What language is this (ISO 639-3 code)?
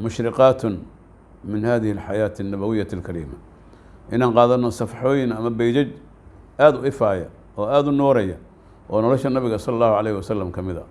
som